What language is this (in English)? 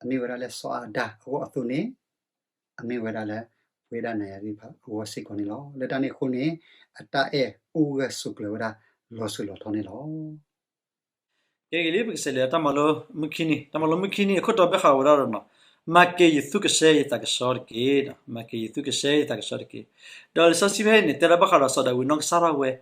S'gaw Karen